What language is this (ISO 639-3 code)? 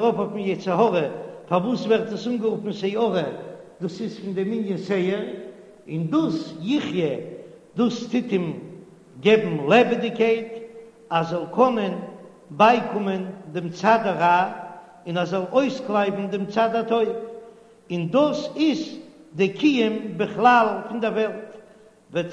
yid